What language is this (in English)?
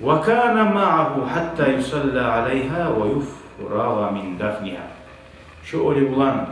Kumyk